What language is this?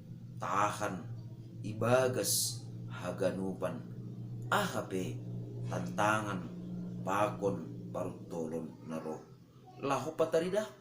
Batak Simalungun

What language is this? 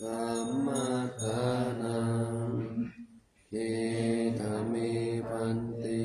Pali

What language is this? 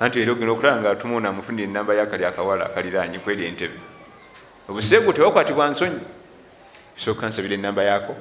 Ganda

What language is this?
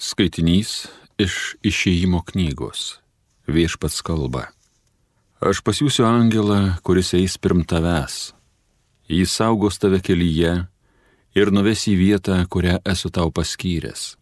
Lithuanian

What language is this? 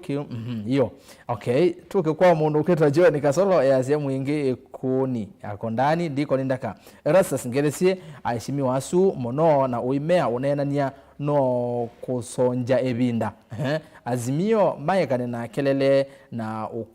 Kamba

